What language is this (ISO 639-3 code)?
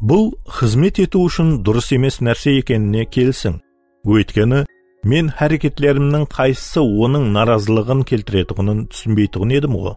kaa